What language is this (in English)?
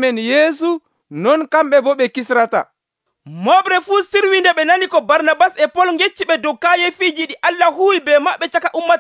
Nigerian Fulfulde